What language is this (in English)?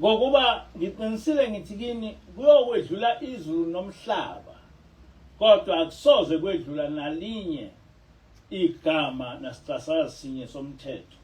Zulu